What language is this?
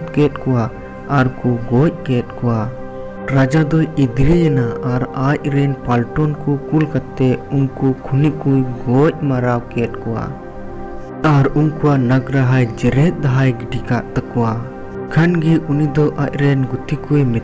Santali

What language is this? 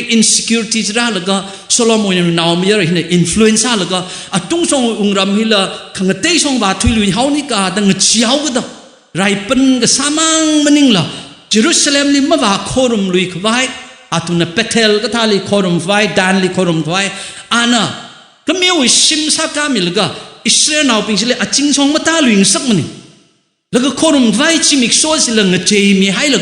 Tangkhul Naga (India)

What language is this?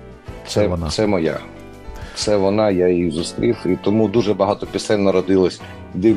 Ukrainian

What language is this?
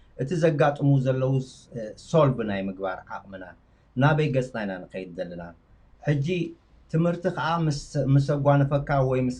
Tigrinya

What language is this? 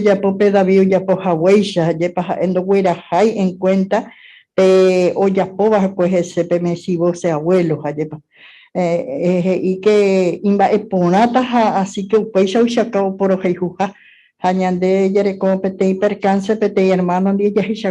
Guarani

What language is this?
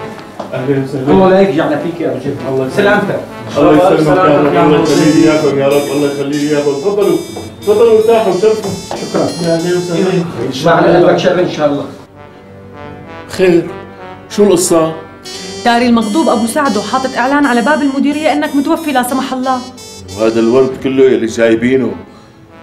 North Levantine Arabic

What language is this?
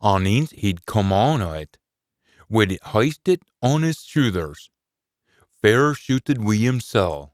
Scots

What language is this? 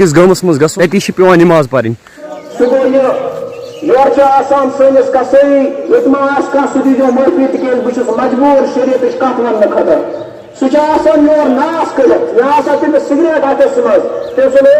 Kashmiri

